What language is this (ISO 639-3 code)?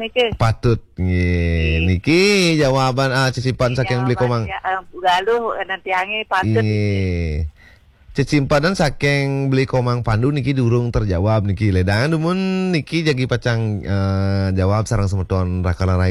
ban